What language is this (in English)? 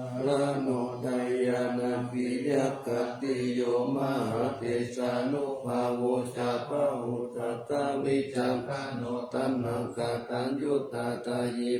Pali